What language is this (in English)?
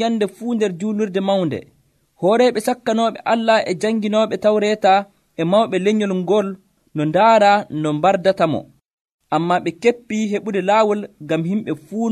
Nigerian Fulfulde